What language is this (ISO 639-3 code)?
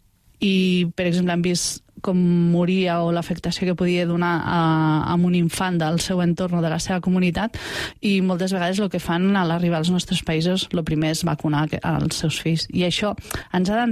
cat